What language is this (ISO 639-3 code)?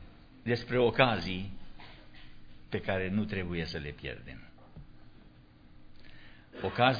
ron